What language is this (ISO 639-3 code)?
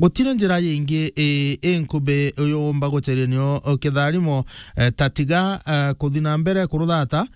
mer